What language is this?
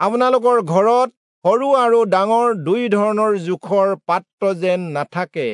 Assamese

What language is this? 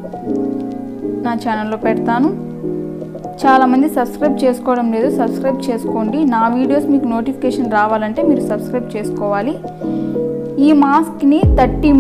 Telugu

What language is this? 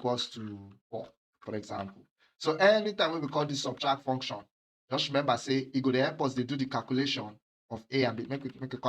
Nigerian Pidgin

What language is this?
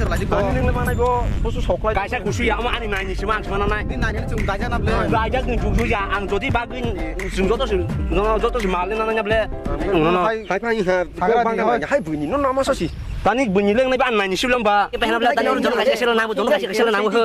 Kok Borok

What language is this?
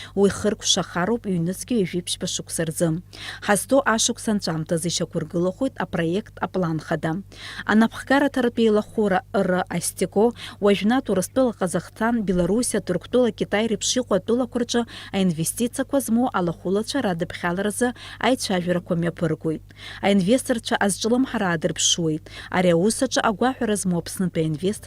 Abkhazian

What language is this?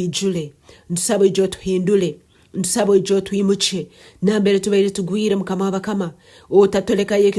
Nyankole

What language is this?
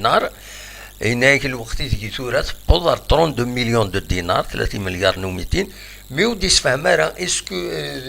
Kabyle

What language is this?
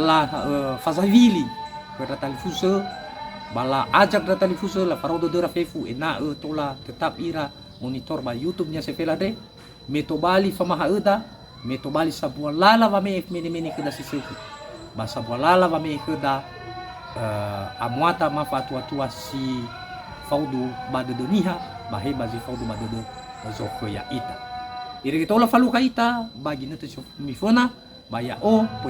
Nias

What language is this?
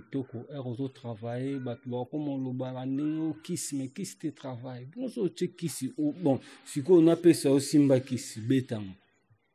Lingala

